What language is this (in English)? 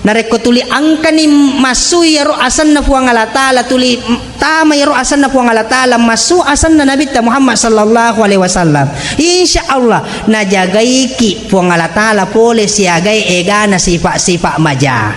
Buginese